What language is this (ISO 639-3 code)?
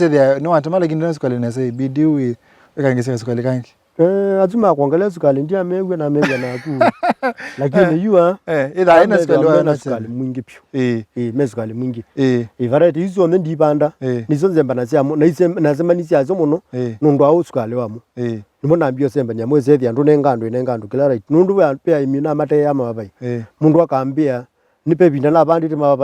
kam